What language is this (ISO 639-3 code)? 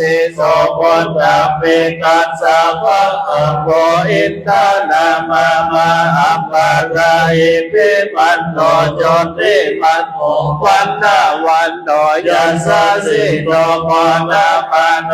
pli